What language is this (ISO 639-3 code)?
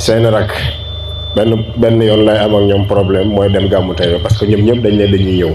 wol